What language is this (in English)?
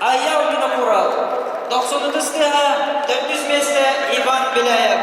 Yakut